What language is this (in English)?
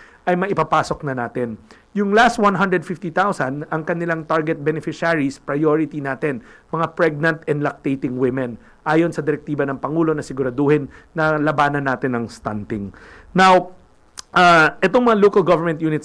Filipino